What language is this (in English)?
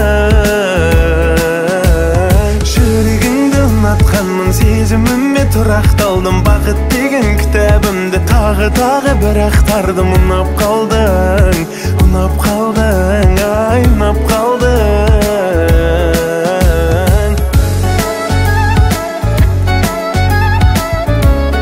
Kazakh